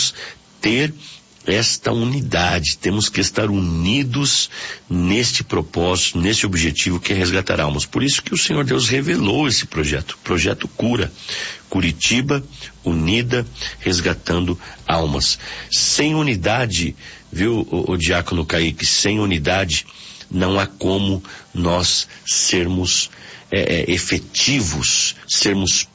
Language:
Portuguese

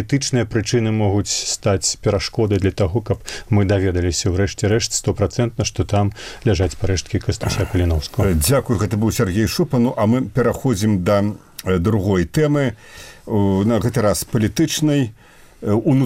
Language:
Belarusian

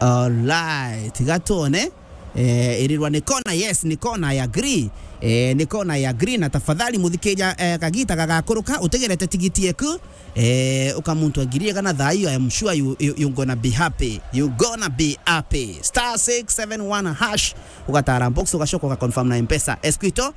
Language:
Meru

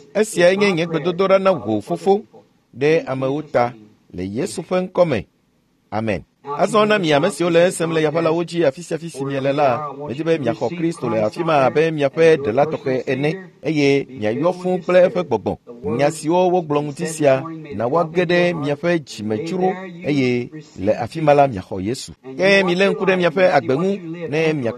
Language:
Ewe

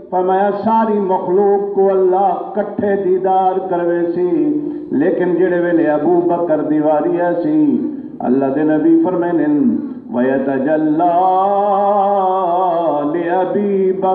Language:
Saraiki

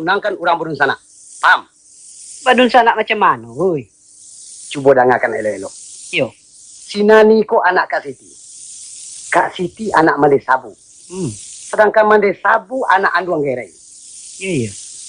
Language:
Minangkabau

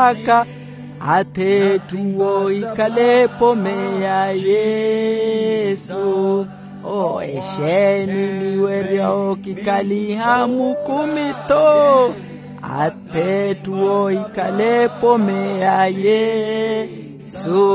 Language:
Makhuwa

